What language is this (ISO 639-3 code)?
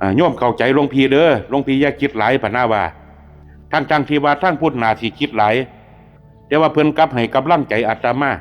tts